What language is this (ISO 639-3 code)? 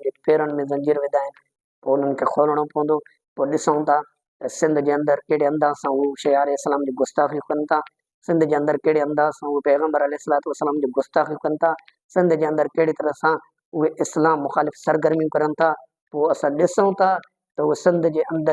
snd